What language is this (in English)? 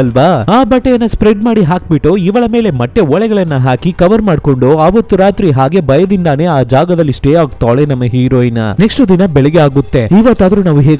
Kannada